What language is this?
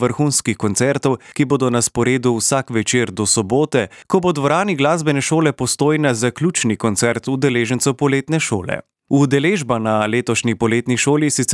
Slovenian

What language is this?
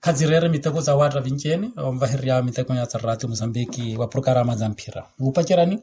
Makhuwa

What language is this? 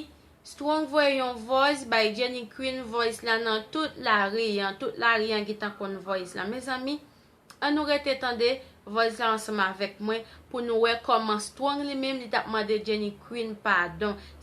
Haitian Creole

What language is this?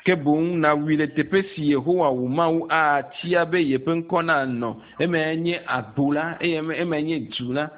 Ewe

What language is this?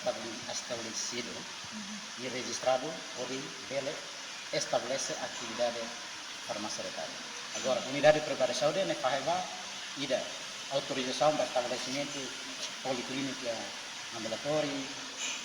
Tetum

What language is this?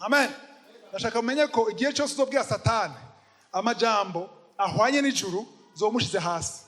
Rundi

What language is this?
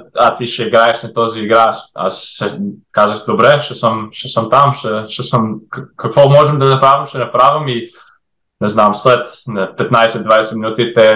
Bulgarian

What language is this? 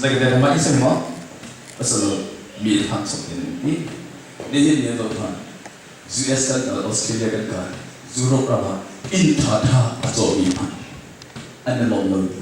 Hakha Chin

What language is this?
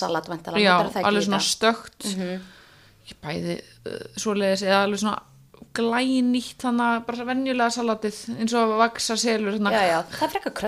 Icelandic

